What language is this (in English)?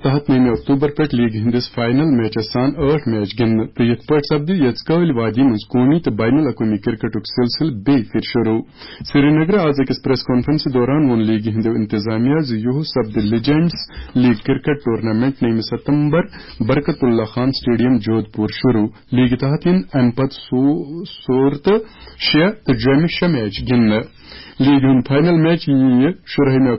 Kashmiri